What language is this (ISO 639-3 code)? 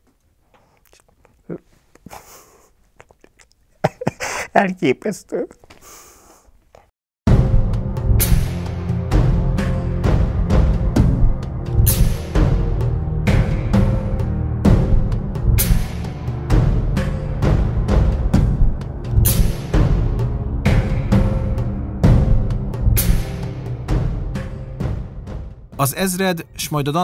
hun